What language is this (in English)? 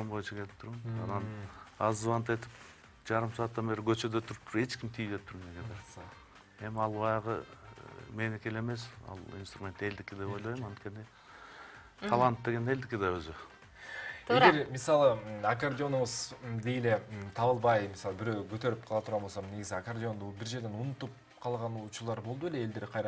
Kyrgyz